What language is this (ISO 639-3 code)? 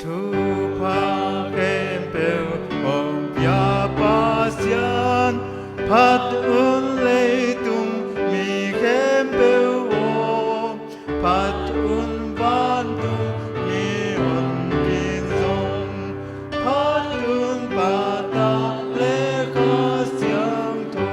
ctd